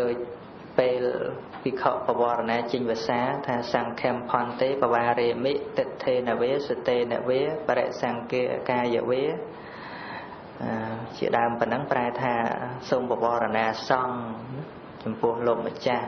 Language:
Khmer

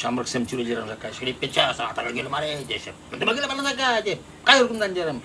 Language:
Chuvash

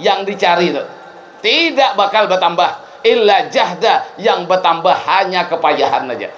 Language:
Banjar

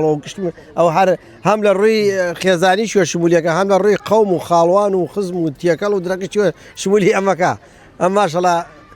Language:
Central Kurdish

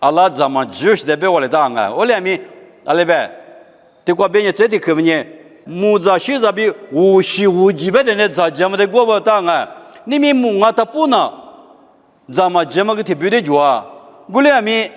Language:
Lisu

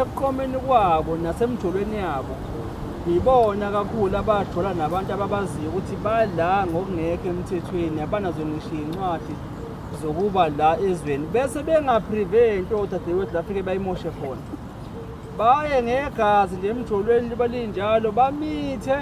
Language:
Zulu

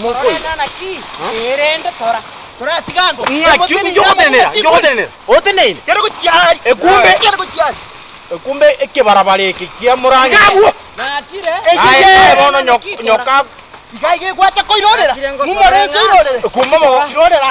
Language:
Gusii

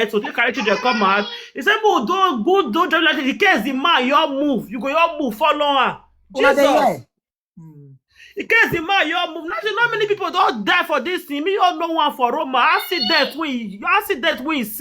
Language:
Nigerian Pidgin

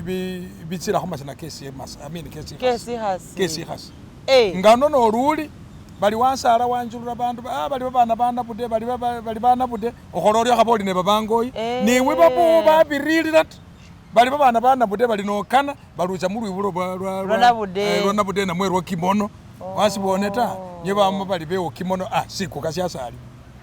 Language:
Masaaba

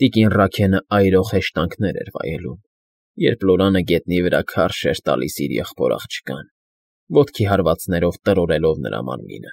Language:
Armenian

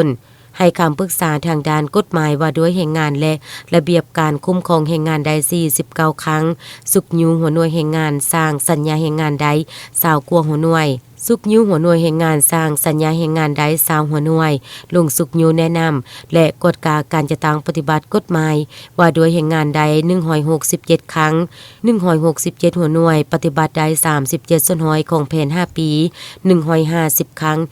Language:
Lao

